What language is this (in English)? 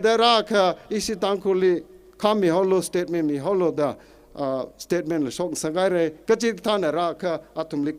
Tangkhul Naga (India)